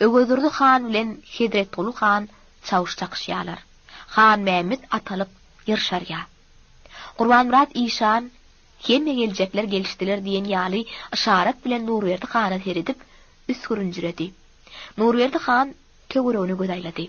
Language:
Turkmen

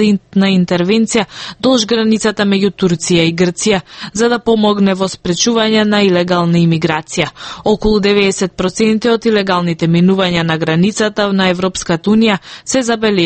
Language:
Macedonian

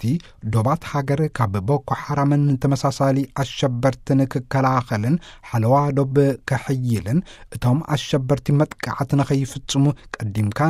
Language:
Tigrinya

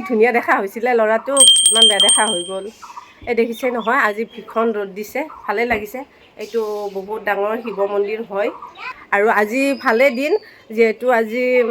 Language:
Assamese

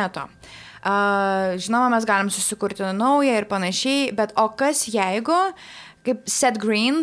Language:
Lithuanian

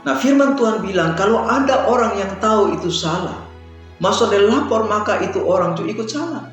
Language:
Kupang Malay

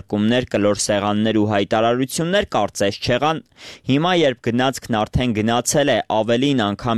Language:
Armenian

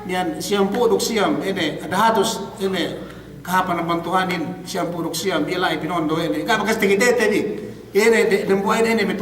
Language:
Yakan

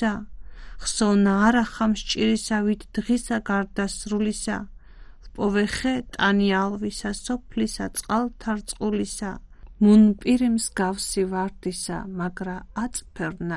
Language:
Georgian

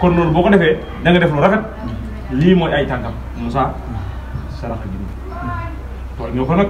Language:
Wolof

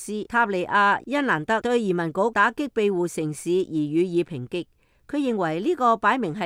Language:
Cantonese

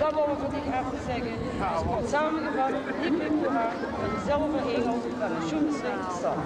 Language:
Limburgish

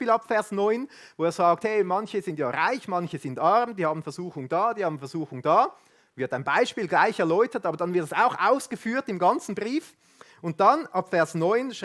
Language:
Swiss German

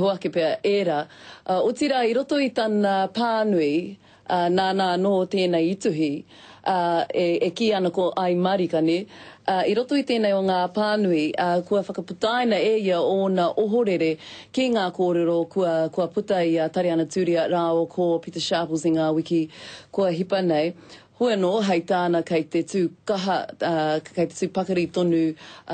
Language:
Māori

